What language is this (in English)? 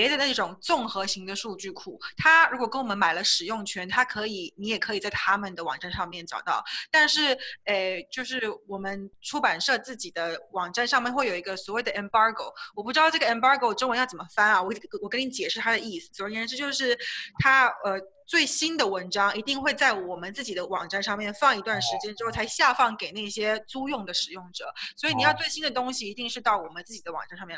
Chinese